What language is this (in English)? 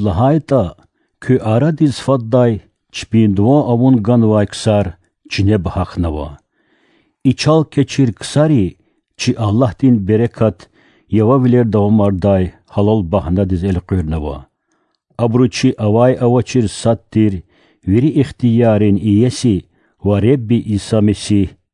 Lezghian